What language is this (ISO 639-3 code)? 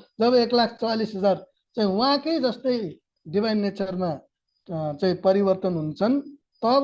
nep